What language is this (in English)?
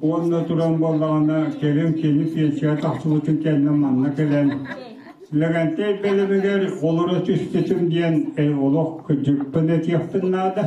Yakut